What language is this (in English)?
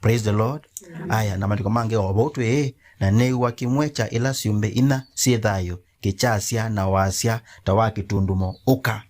Kamba